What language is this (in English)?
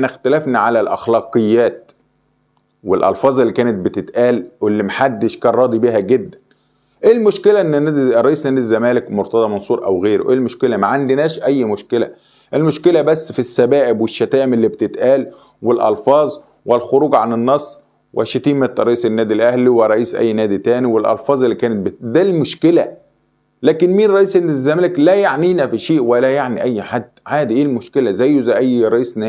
Egyptian Arabic